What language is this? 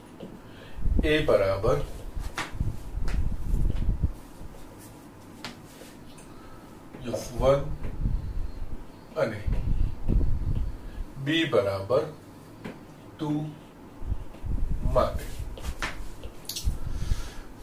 Gujarati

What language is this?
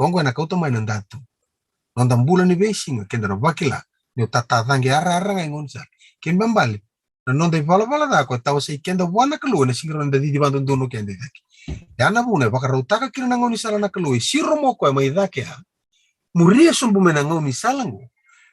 Fijian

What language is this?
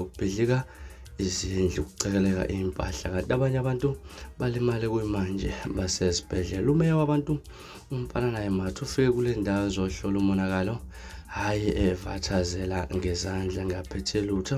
Zulu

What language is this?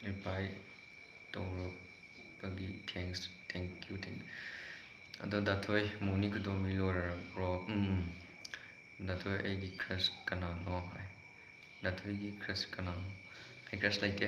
Manipuri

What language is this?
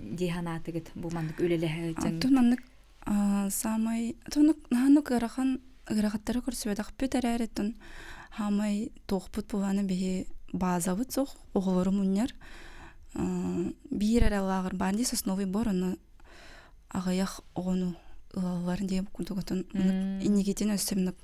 Yakut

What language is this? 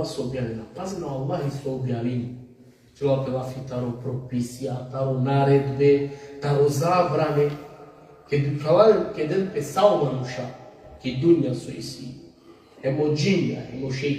Balkan Romani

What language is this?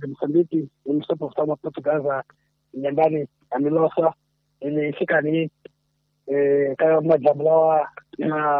Tsonga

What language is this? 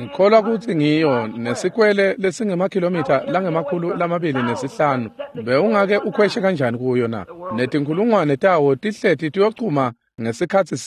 Swati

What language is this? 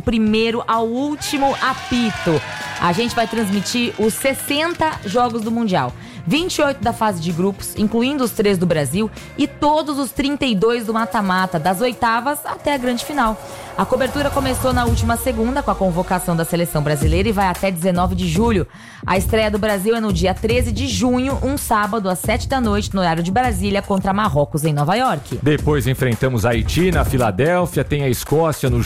Portuguese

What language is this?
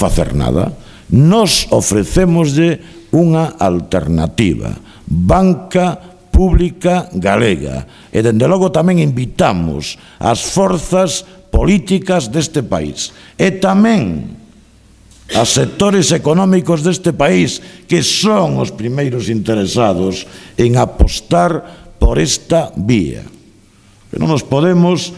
Galician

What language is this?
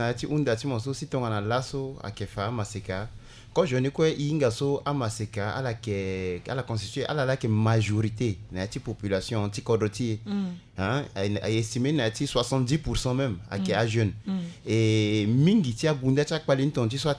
Sango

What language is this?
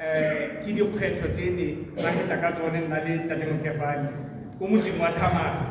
Tswana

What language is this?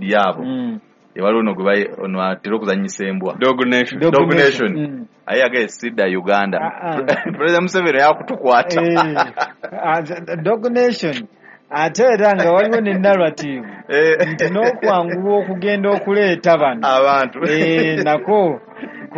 Ganda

